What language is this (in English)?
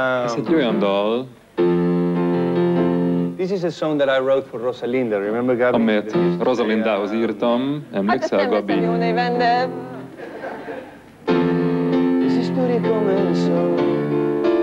Hungarian